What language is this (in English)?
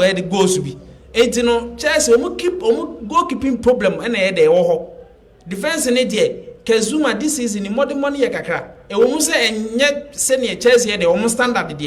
Akan